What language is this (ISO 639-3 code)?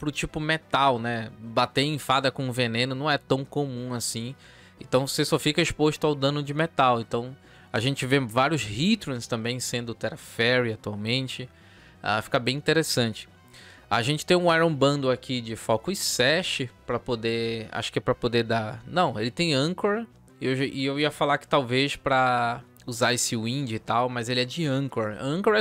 por